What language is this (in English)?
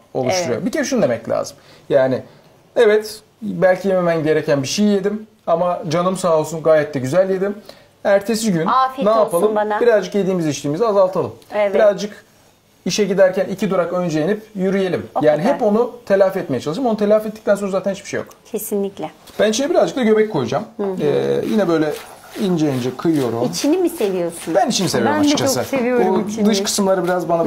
Turkish